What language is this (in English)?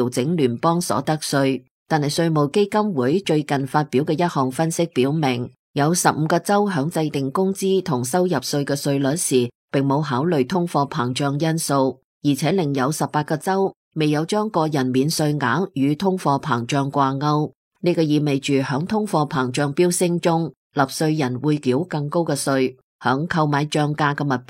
Cantonese